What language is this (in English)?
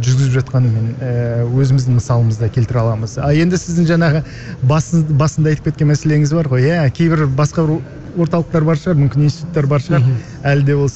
Kazakh